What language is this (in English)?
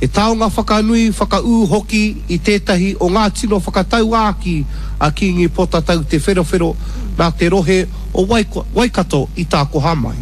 Māori